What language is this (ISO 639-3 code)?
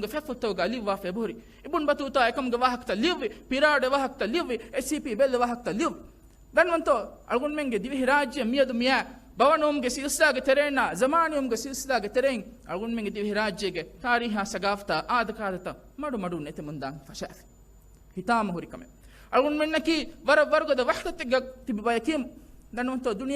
div